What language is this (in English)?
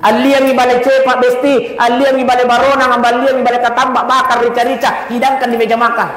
Buginese